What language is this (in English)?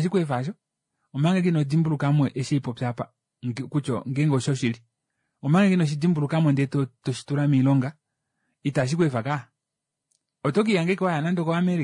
Kuanyama